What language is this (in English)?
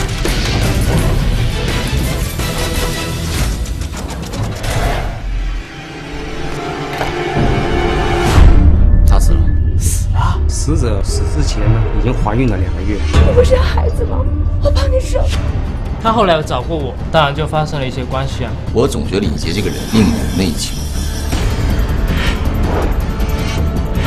Chinese